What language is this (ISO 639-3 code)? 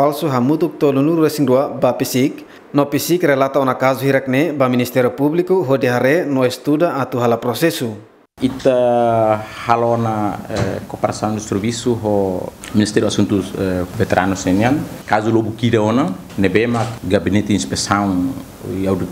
tet